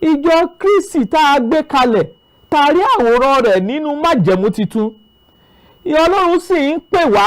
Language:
Yoruba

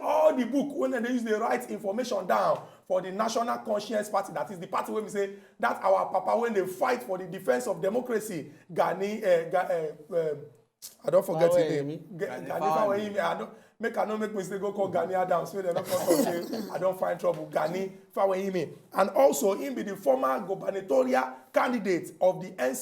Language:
Nigerian Pidgin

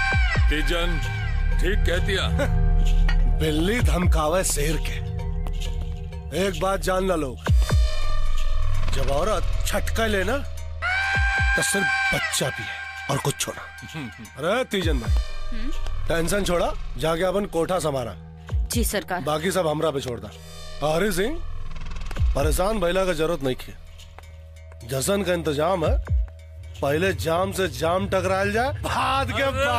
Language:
Bhojpuri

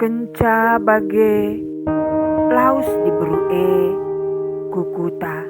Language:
Batak Karo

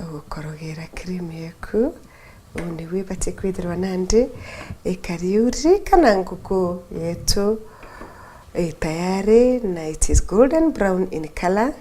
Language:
Meru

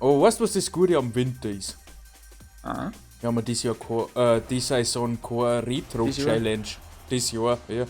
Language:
Bavarian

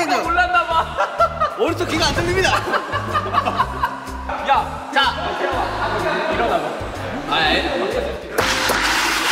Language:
Korean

